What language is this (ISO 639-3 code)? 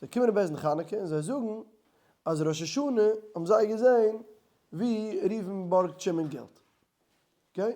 yid